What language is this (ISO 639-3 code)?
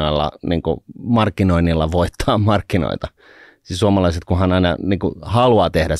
fin